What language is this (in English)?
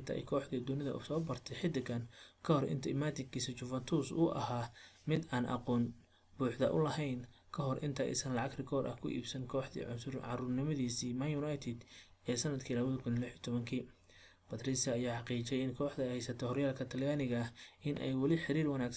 Somali